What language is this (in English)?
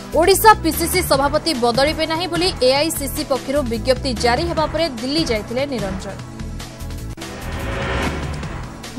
Odia